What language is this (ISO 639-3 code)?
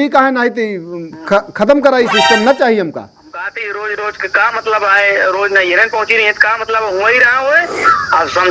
awa